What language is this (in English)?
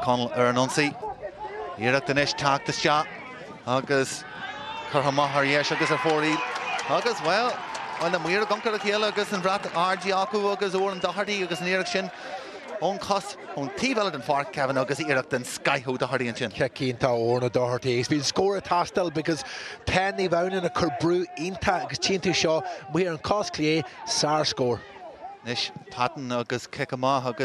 Irish